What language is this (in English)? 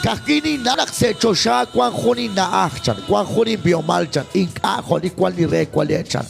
Kekchí